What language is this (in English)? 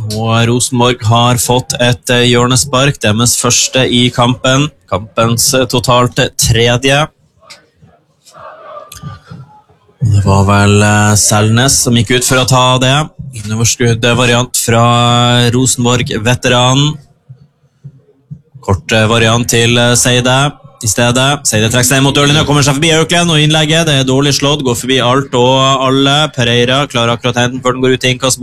Norwegian